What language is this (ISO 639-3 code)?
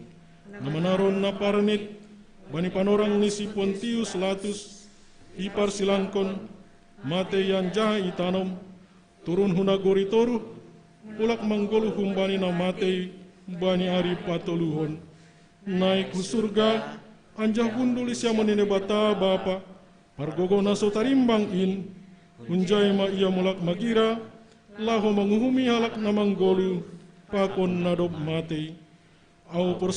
bts